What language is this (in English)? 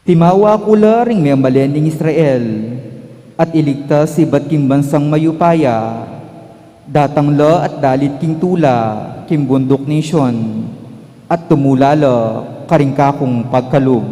Pampanga